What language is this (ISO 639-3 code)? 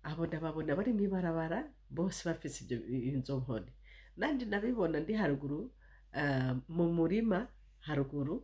run